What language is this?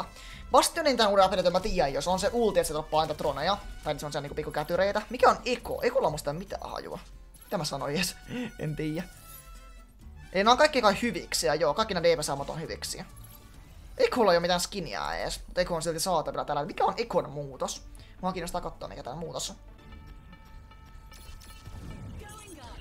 Finnish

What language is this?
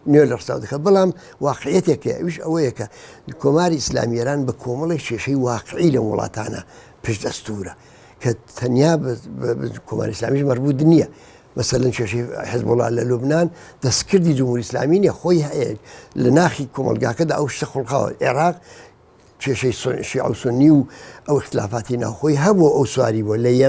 Central Kurdish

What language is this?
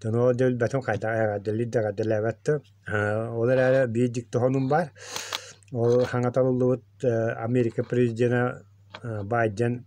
Yakut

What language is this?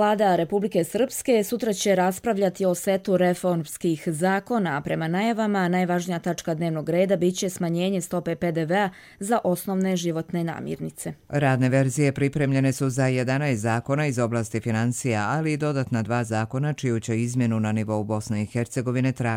Croatian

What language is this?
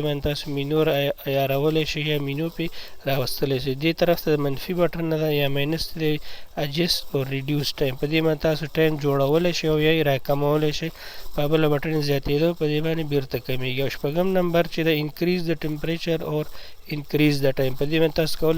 Pashto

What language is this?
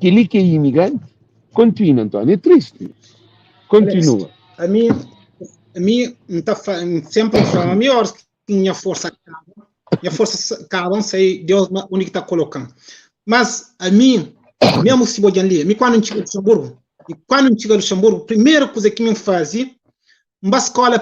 Kabuverdianu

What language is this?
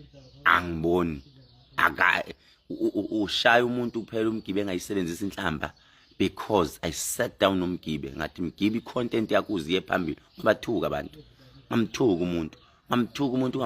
Zulu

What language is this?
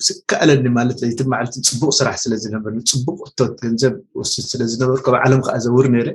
Tigrinya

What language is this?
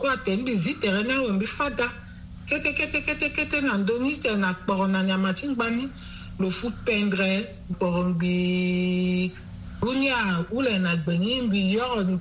Sango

